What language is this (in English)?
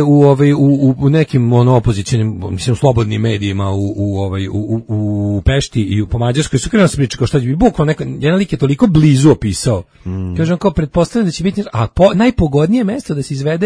Serbian